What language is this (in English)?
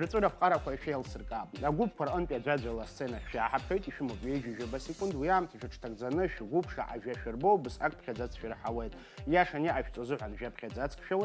Abkhazian